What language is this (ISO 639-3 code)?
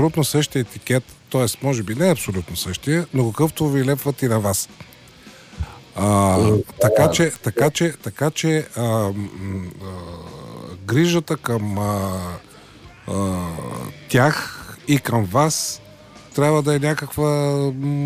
bul